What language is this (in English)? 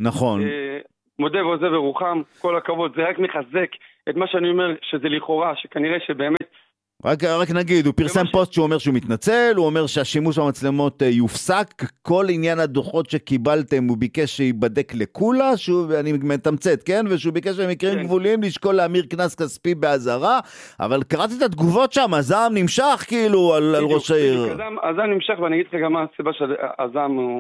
Hebrew